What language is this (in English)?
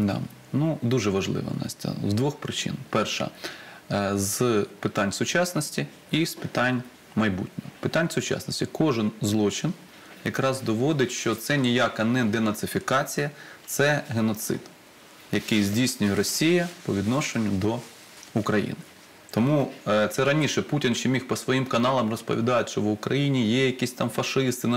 Ukrainian